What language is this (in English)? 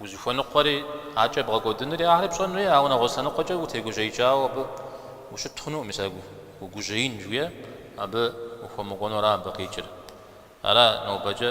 Kabardian